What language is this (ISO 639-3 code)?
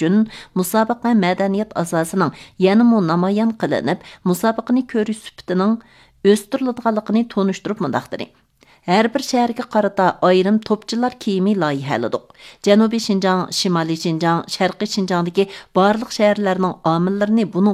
uig